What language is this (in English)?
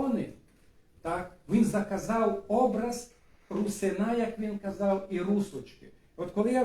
Rusyn